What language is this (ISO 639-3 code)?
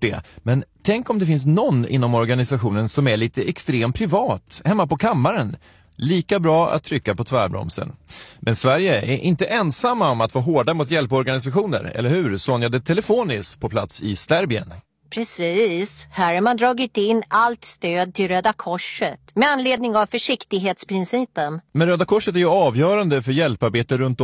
swe